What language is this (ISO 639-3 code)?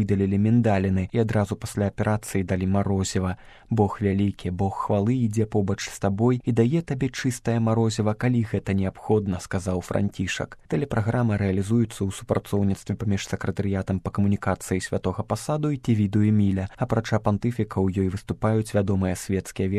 bel